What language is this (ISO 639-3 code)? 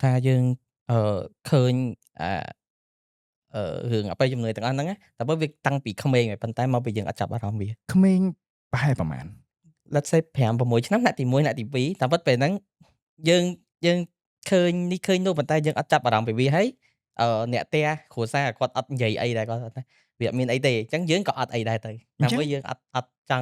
khm